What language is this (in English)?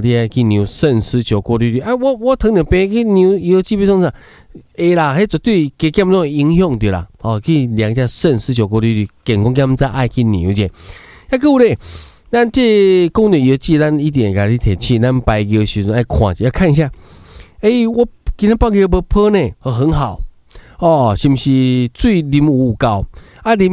Min Nan Chinese